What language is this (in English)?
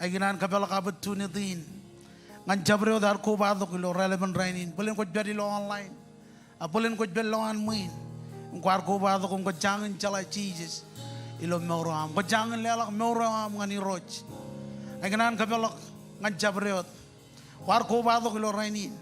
Marshallese